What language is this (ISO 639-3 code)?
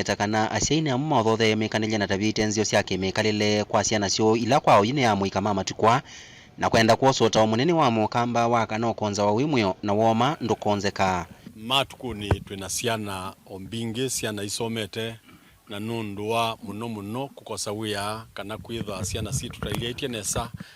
kam